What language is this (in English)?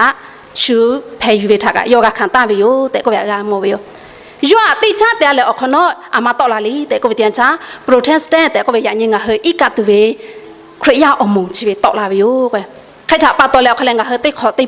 Lahu